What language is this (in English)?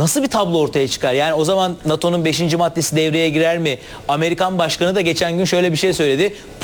Turkish